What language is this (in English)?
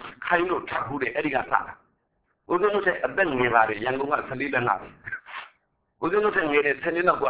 Burmese